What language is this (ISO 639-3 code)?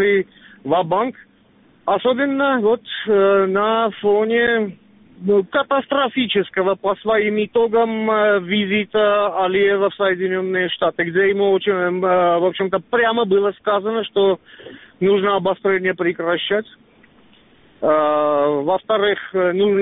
rus